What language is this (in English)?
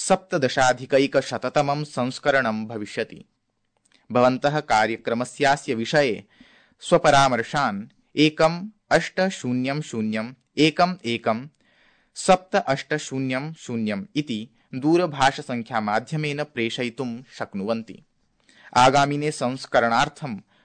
Sanskrit